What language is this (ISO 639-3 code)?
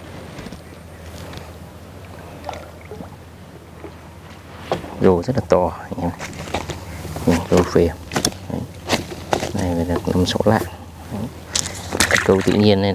vie